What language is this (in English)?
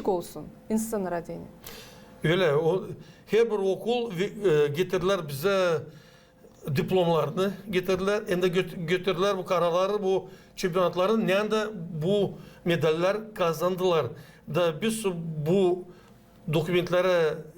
Gagauz